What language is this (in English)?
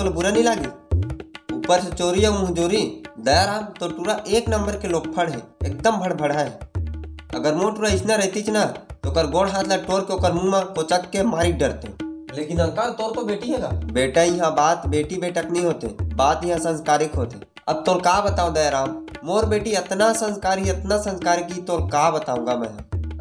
Chhattisgarhi